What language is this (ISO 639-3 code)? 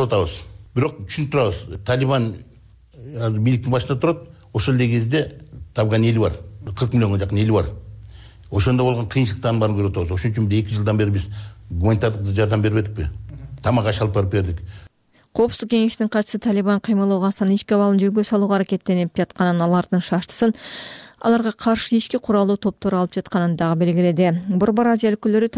kir